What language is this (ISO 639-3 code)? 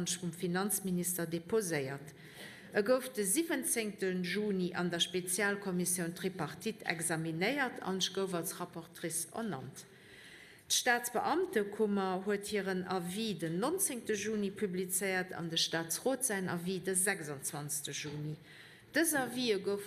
ltz